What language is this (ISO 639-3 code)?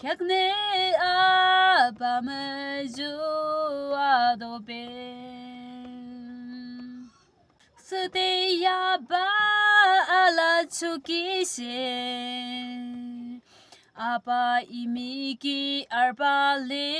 yim